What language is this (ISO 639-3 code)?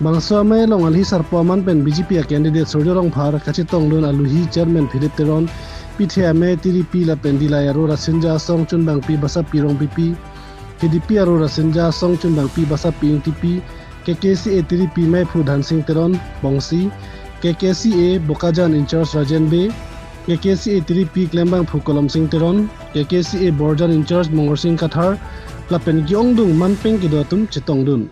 mjw